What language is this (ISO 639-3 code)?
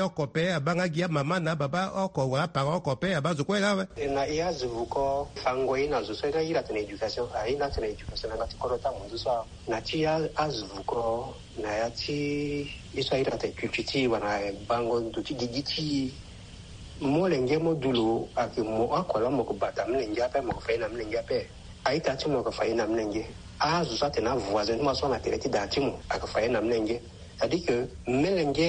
sag